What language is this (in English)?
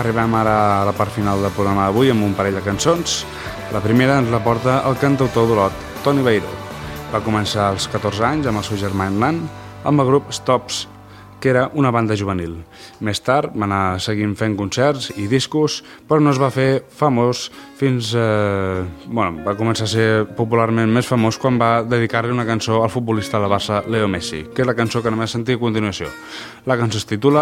Catalan